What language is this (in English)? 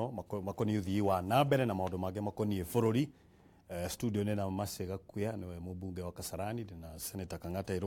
Kikuyu